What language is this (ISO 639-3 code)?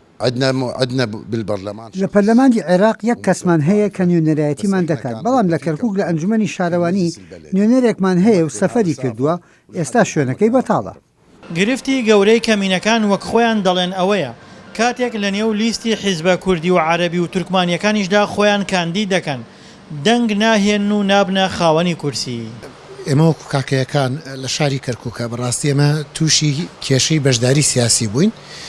ckb